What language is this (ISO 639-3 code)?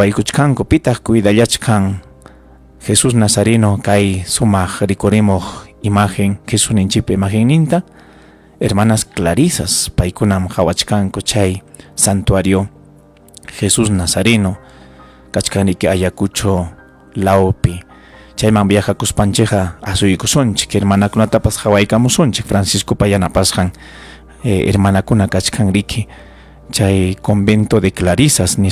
quy